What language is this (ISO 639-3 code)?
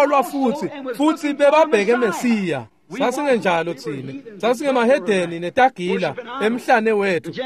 ssw